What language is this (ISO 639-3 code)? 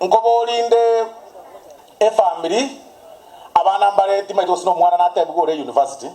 guz